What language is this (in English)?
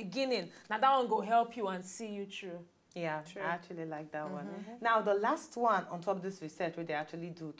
Nigerian Pidgin